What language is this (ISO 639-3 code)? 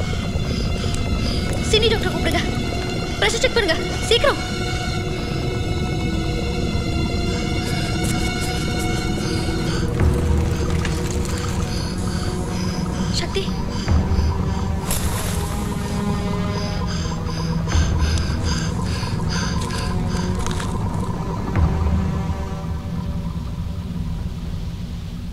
tam